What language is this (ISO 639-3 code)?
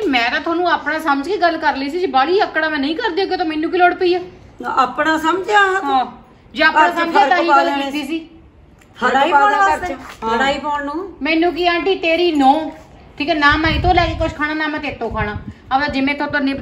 pan